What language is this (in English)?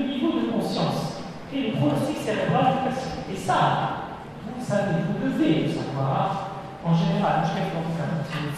French